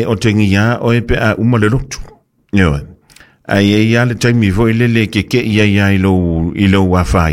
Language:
Samoan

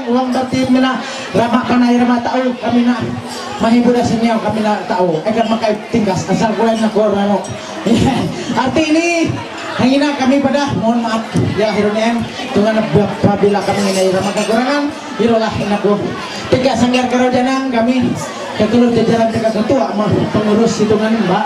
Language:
Ma'anyan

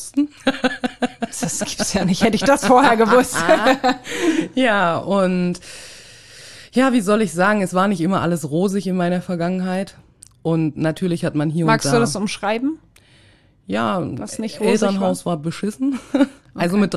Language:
German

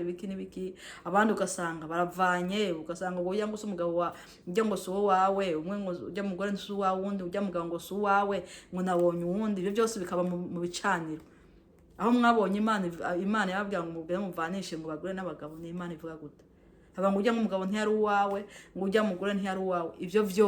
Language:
Rundi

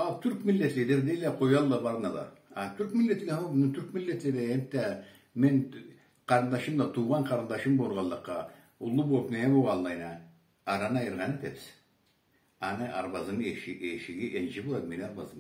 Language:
Karachay-Balkar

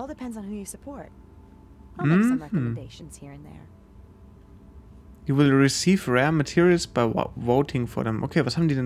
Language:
German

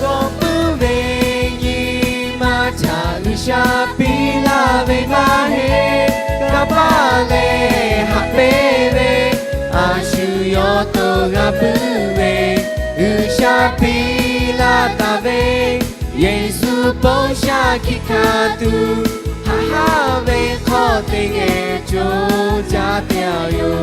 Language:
Lahu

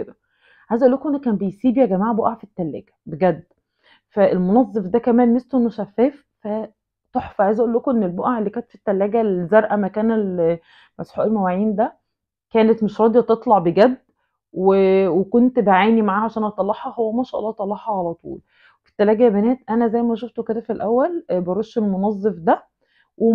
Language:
Egyptian Arabic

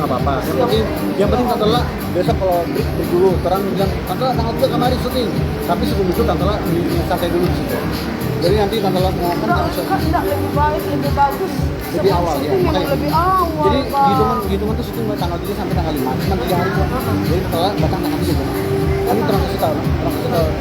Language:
Manado Malay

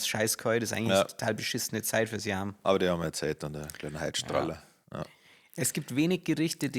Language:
Bavarian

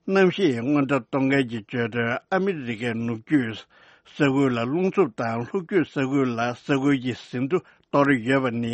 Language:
Tibetan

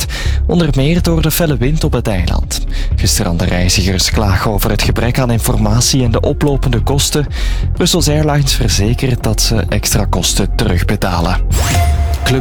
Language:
Dutch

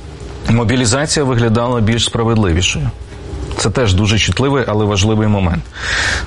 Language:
Ukrainian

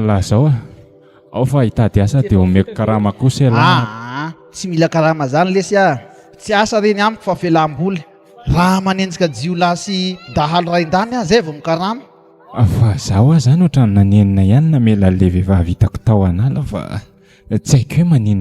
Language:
Malagasy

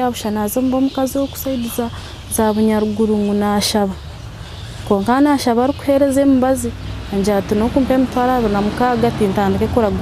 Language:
Nyankole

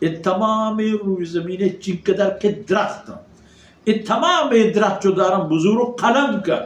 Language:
Baluchi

